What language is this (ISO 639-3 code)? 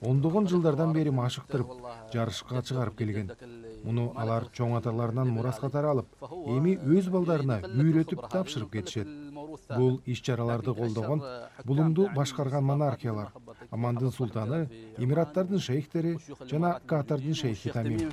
kir